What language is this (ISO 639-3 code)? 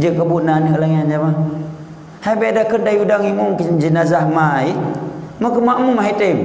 ace